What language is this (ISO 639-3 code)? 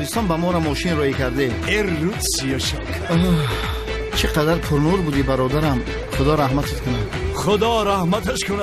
tgk